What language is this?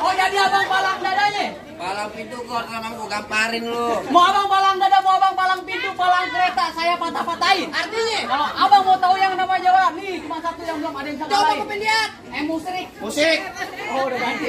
Betawi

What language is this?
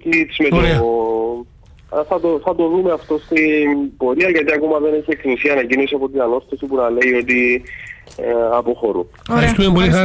Greek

